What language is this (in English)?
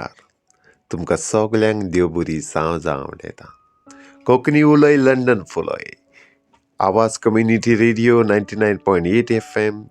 Konkani